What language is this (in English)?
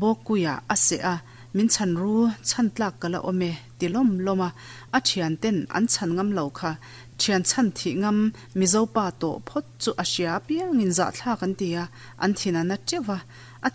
Mizo